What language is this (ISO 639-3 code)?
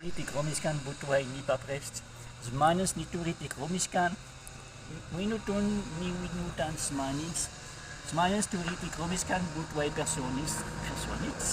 prg